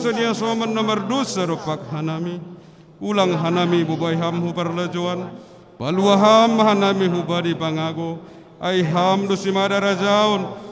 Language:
Batak Simalungun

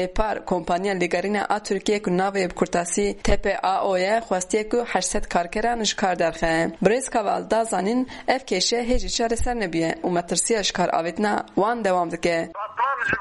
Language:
Kurdish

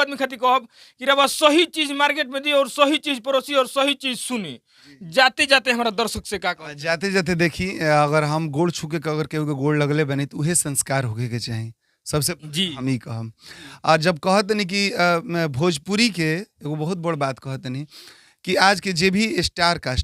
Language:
Bhojpuri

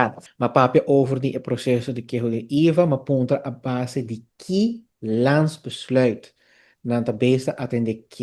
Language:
Papiamento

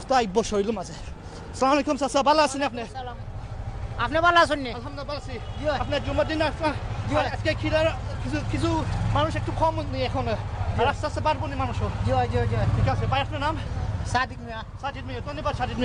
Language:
Sylheti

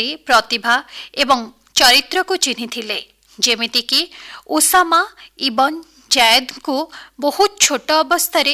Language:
Odia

